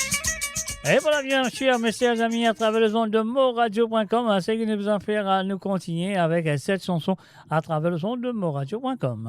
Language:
Morisyen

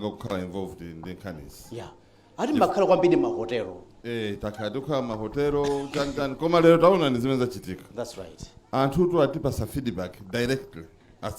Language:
Nyanja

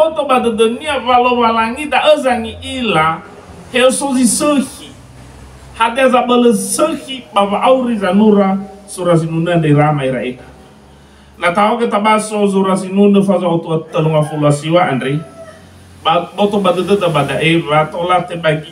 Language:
Nias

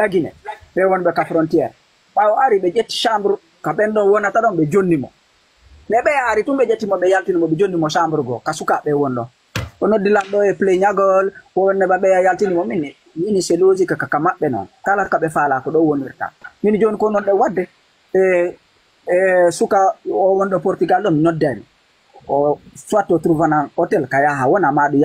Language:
Fula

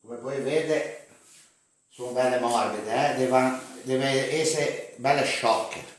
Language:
Ligurian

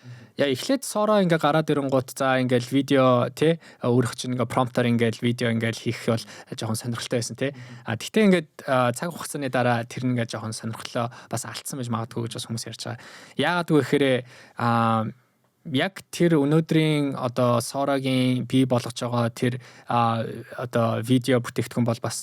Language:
Mongolian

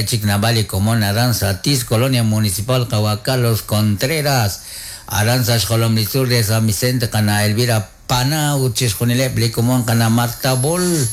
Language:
Kekchí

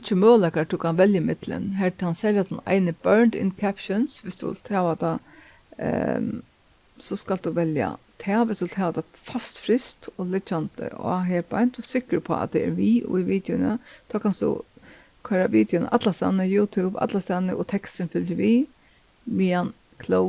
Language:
Faroese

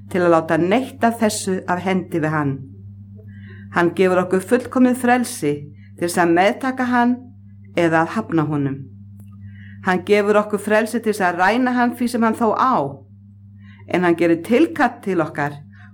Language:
Icelandic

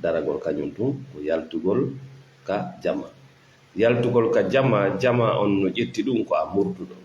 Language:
Fula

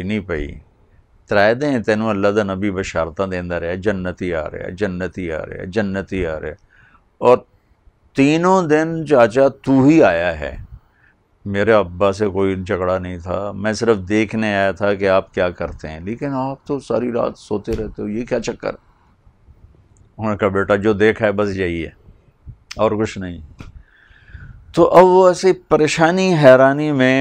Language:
Urdu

